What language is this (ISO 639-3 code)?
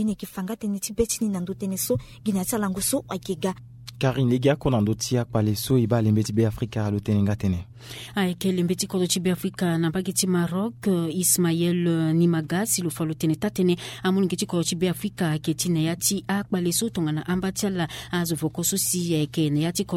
sag